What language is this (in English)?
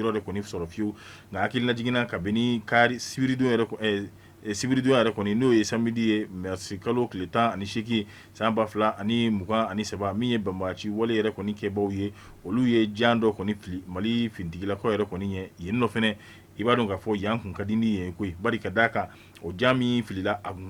Bambara